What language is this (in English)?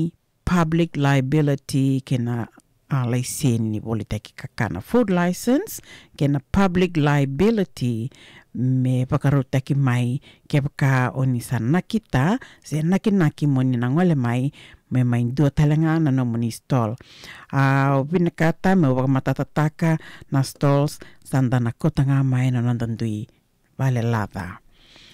Fijian